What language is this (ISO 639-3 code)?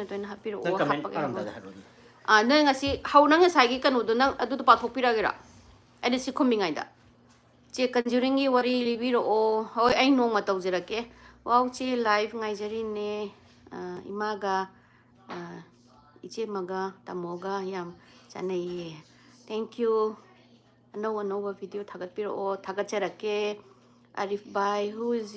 mni